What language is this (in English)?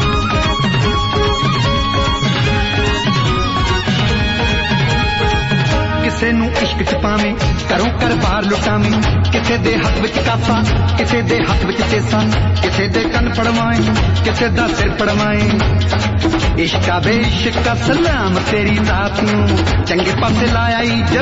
Punjabi